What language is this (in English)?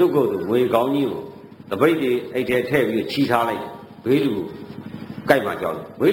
Burmese